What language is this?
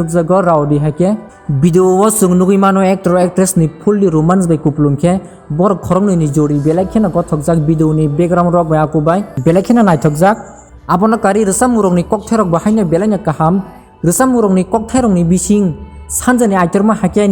Kok Borok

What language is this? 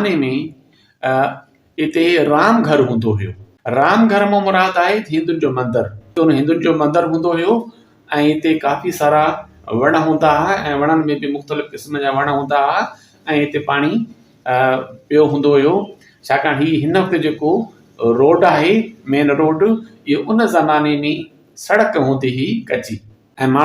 Sindhi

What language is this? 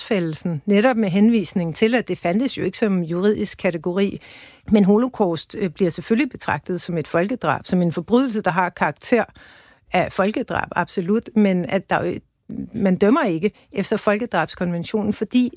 Danish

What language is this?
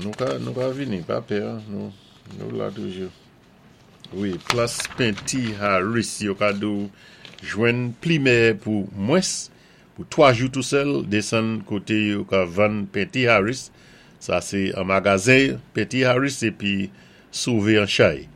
Saint Lucian Creole French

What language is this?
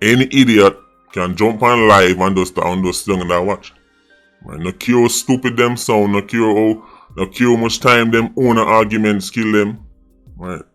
Jamaican Creole English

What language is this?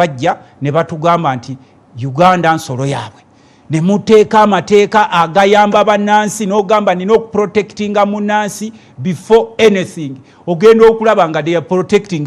Ganda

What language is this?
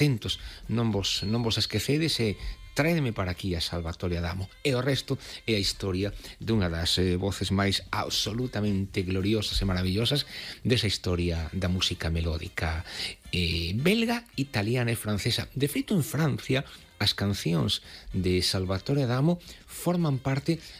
Galician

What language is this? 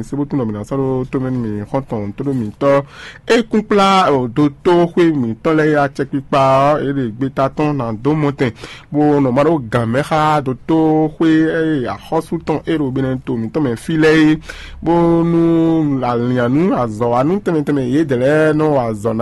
Fon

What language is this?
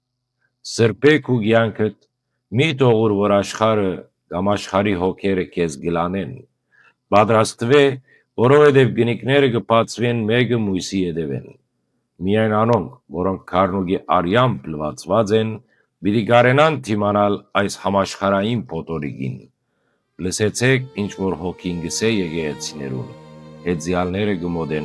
Western Armenian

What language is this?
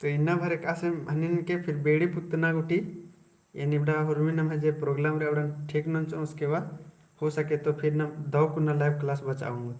Kurukh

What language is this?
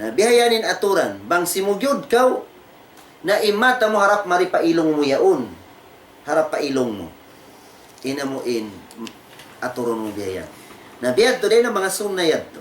Tausug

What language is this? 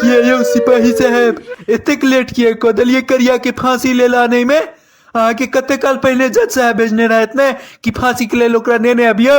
Maithili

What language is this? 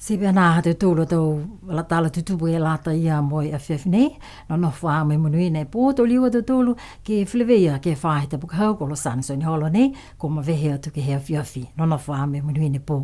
Niuean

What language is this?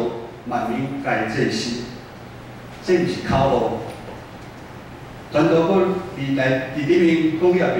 Min Nan Chinese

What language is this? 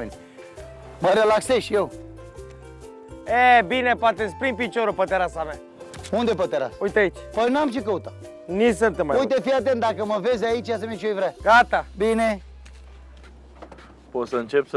Romanian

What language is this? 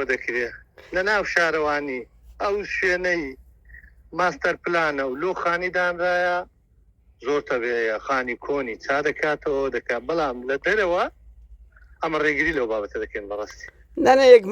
Central Kurdish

